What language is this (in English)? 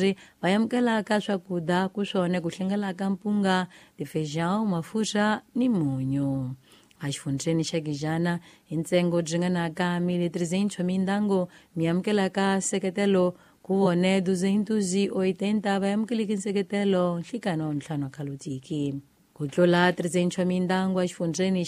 Tsonga